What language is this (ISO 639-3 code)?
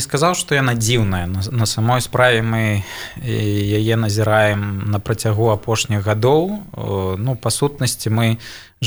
bel